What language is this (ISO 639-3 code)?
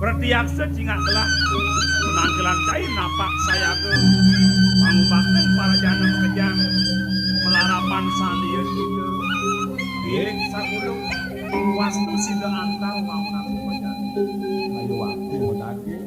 ban